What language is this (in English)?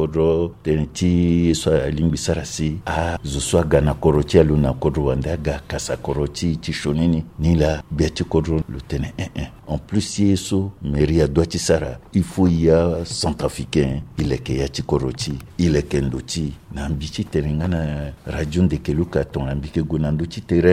Sango